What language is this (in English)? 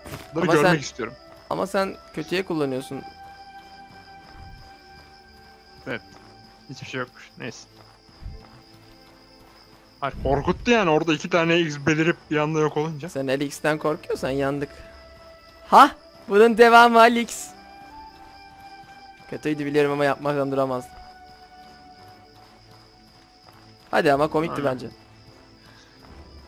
Turkish